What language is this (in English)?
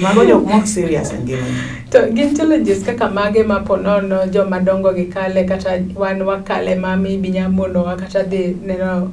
Luo (Kenya and Tanzania)